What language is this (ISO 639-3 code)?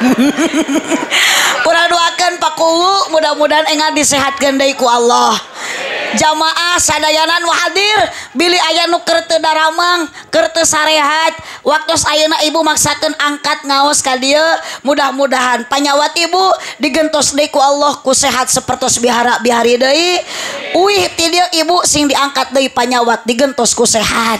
sun